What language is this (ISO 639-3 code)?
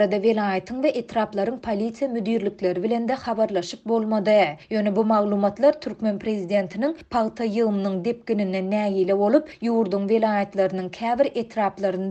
tuk